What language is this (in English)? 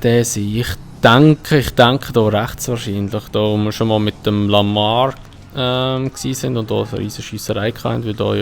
Swiss German